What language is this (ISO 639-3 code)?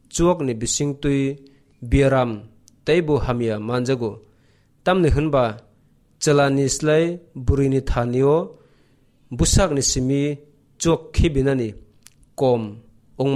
trp